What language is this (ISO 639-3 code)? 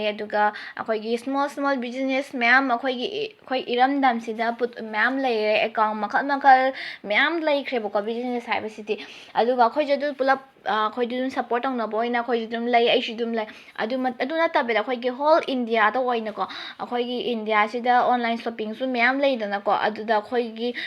mni